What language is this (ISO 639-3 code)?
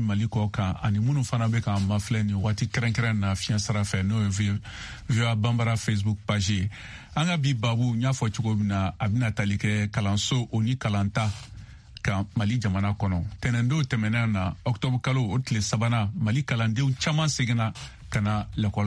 bam